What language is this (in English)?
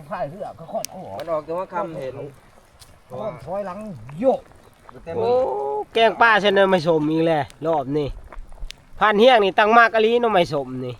Northeastern Thai